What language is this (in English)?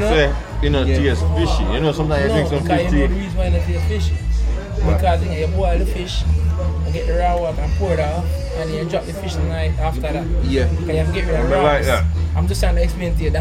Jamaican Creole English